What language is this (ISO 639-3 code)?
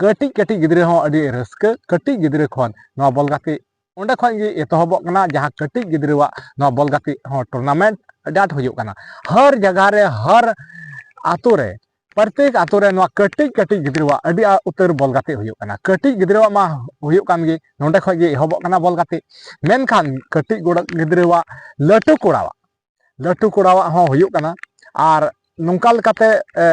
sat